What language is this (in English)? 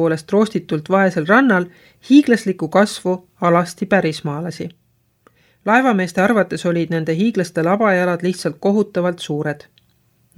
Estonian